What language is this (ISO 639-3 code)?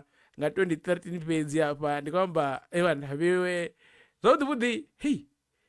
ven